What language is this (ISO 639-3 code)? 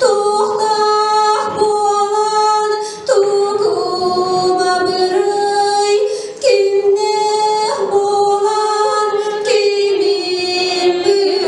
sah